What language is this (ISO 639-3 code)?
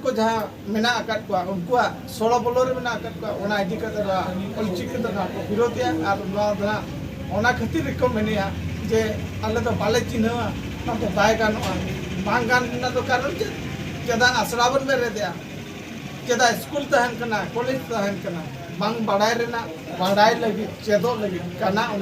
sat